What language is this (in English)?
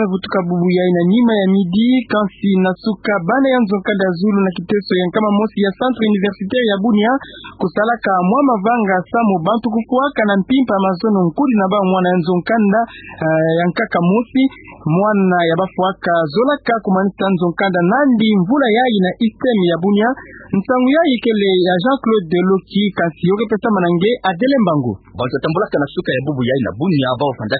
Kituba (Democratic Republic of Congo)